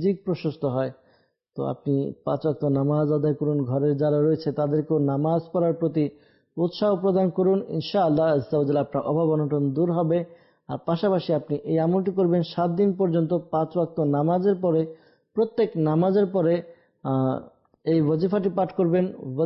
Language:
Bangla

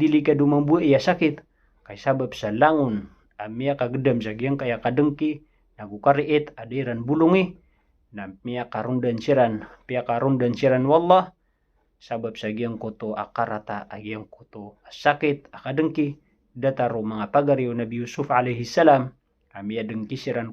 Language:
Maranao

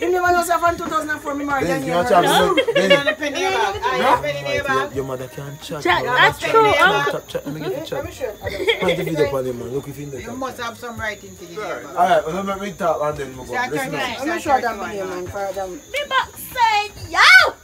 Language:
Jamaican Creole English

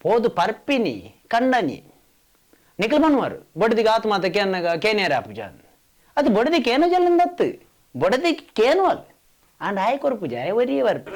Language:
Tulu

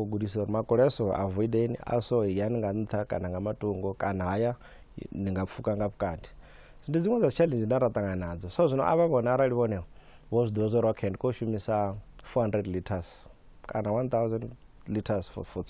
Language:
Venda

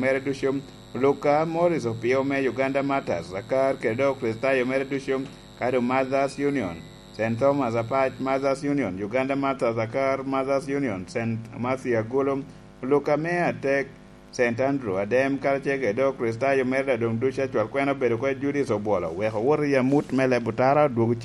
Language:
Lango (Uganda)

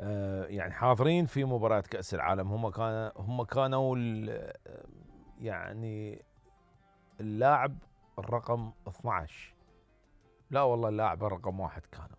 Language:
Mesopotamian Arabic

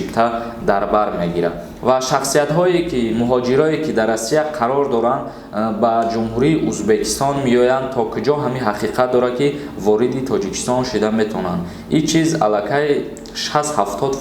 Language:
Tajik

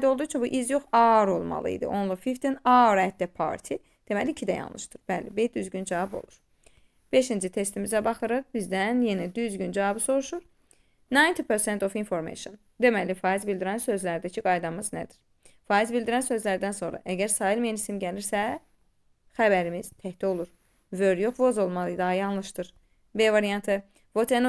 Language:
Azerbaijani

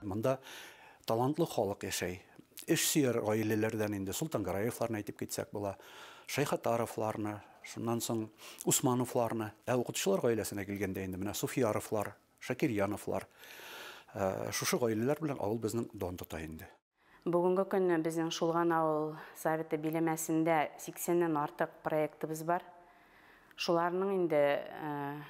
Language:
Bashkir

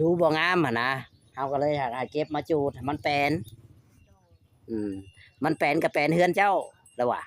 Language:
Northeastern Thai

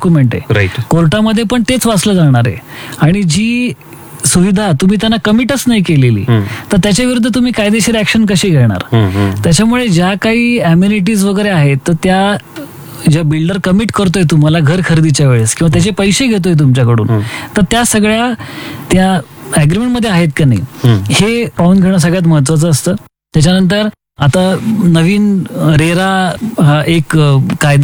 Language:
Marathi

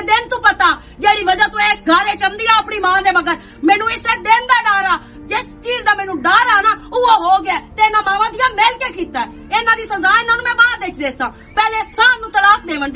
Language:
Western Panjabi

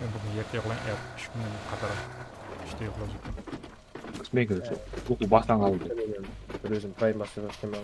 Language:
Kara-Kalpak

